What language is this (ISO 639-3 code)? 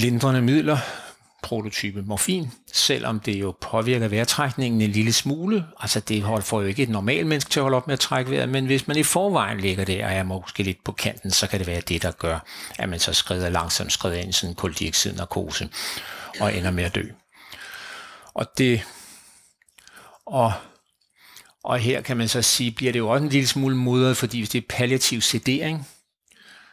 dan